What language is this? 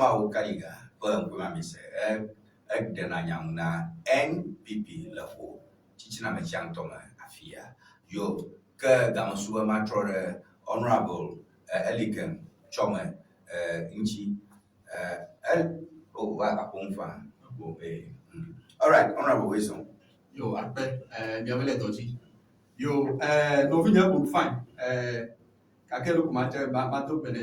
Ewe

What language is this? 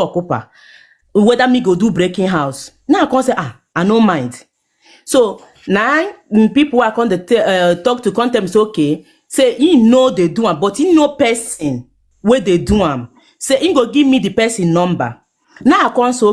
Nigerian Pidgin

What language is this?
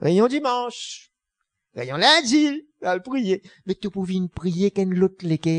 Morisyen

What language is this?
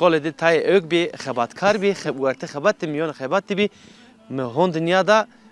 Zaza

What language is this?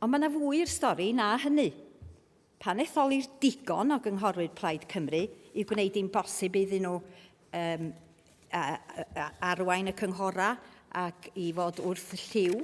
Welsh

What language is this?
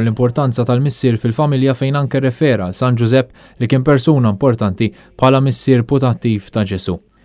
Maltese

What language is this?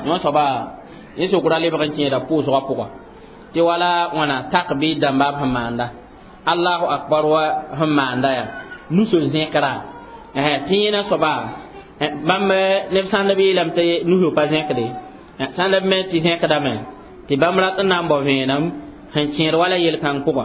Mossi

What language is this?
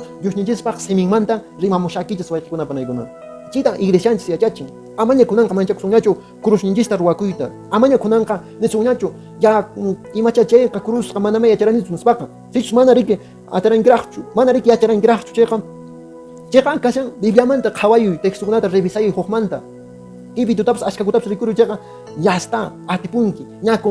Quechua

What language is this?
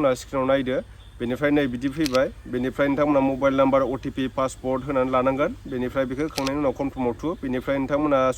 Bodo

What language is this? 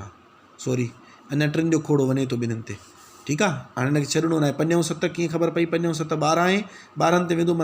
Sindhi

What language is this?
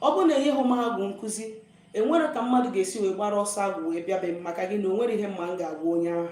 Igbo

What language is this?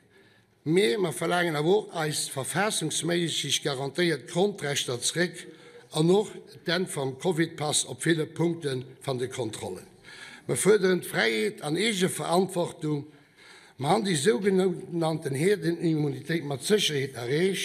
Luxembourgish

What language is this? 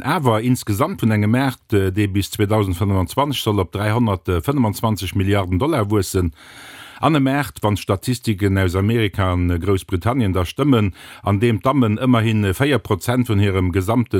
Luxembourgish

